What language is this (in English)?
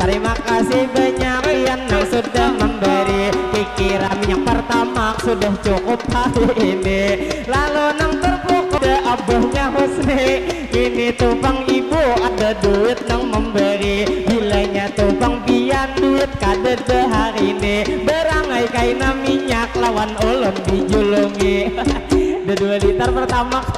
Banjar